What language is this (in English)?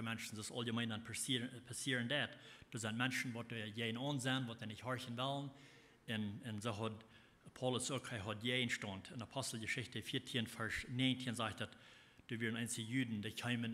Plautdietsch